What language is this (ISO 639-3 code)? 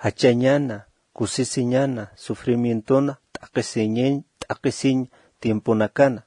aym